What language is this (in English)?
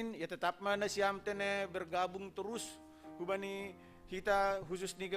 Batak Simalungun